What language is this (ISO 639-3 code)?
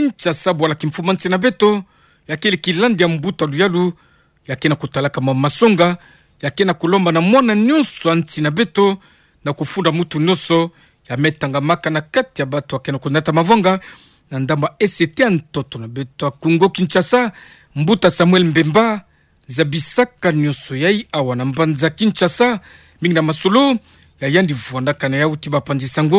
ktu